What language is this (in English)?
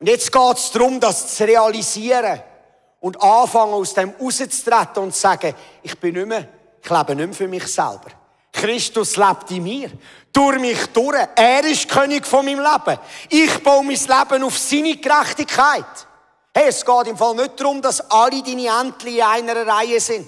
Swiss German